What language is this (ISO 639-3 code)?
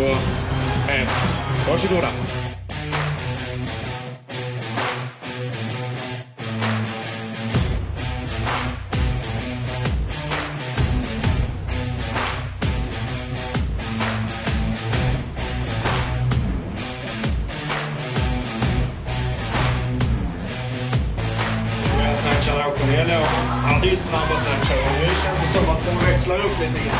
swe